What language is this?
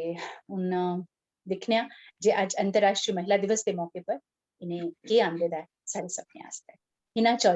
Dogri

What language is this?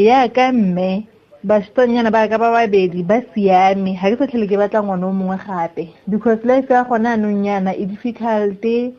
Tswana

